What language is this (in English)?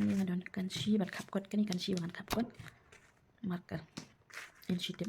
Khasi